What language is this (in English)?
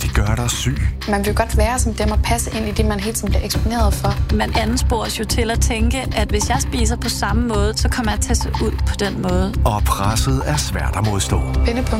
Danish